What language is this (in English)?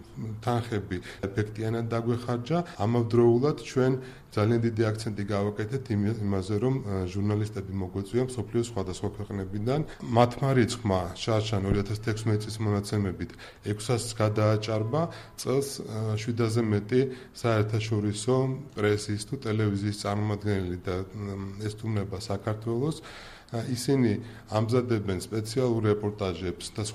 Georgian